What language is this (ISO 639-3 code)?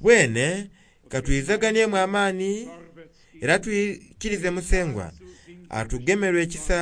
xog